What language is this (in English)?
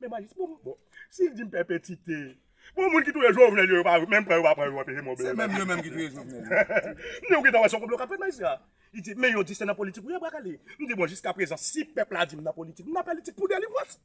Haitian Creole